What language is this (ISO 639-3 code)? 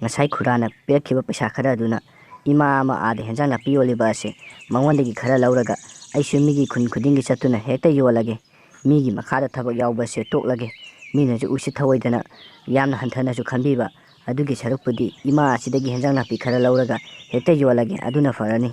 mni